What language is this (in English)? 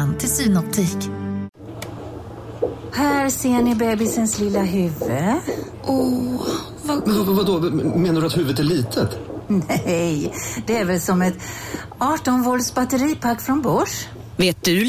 Swedish